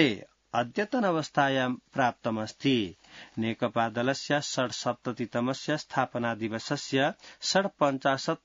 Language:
Sanskrit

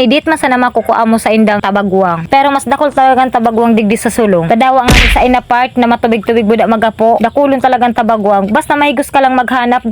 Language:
Bikol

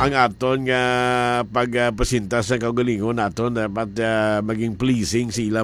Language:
Hiligaynon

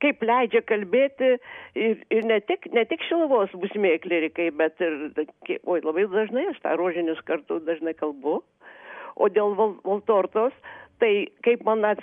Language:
Lithuanian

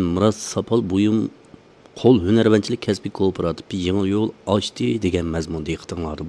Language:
Uyghur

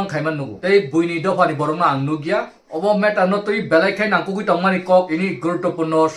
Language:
Kok Borok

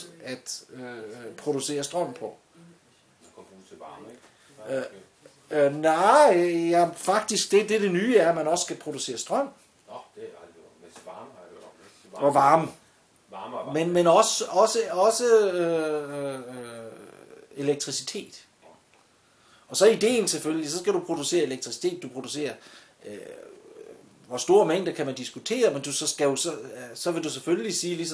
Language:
Danish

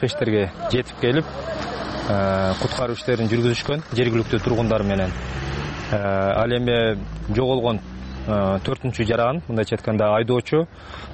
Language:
Kyrgyz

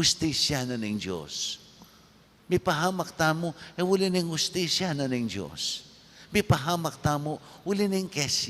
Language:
Pampanga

